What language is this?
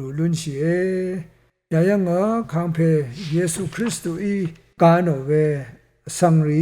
Rawang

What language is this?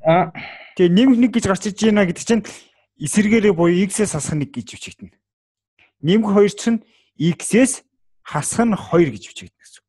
Mongolian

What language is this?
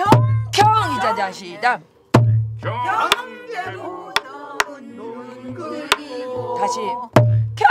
Korean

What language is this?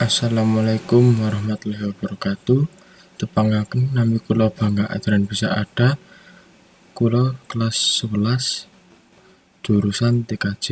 Javanese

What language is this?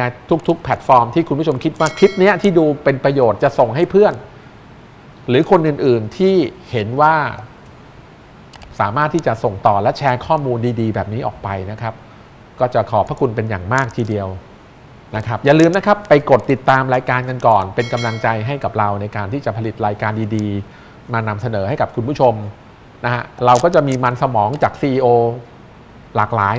Thai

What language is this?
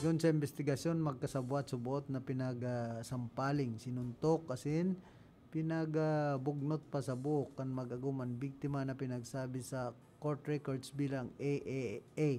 Bikol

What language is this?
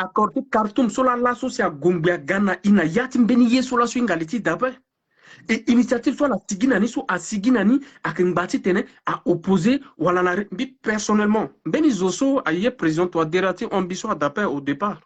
Sango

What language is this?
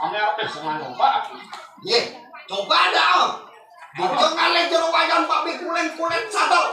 Balinese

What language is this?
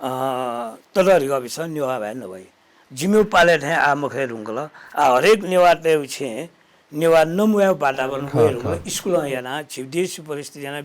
Newari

